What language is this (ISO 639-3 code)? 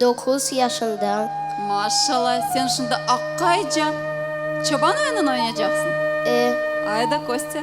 crh